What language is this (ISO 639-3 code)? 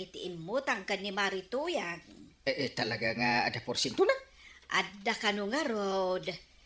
ilo